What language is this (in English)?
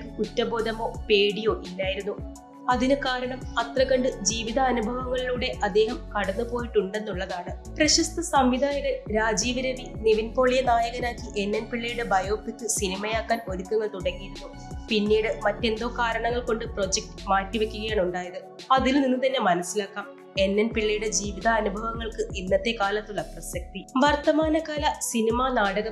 Malayalam